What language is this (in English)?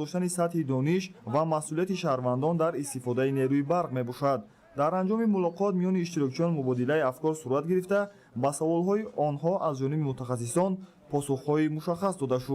Tajik